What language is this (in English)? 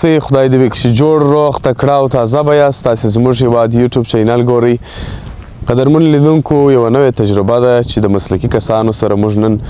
Pashto